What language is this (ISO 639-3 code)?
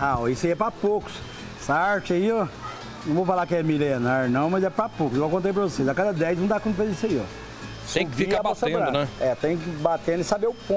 por